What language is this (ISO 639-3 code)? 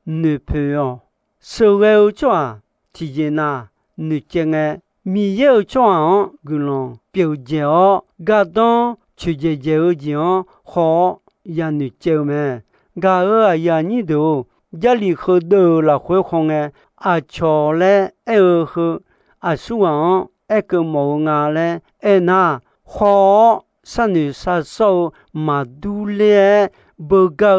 ahk